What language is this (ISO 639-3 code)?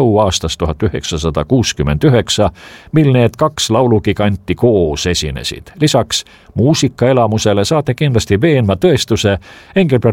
est